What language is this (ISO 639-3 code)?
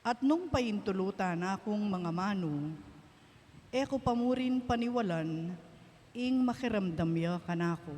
pam